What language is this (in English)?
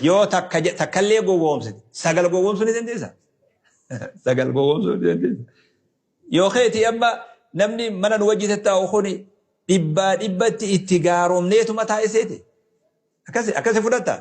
Oromo